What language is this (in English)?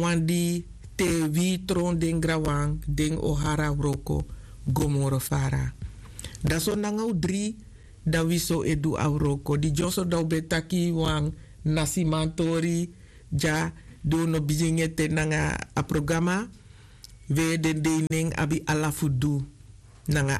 Sranan Tongo